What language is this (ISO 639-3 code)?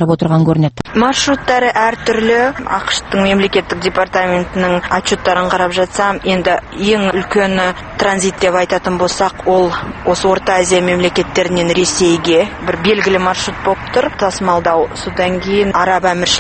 kaz